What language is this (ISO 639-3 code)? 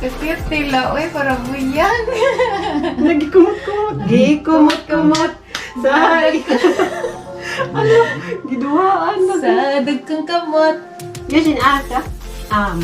ceb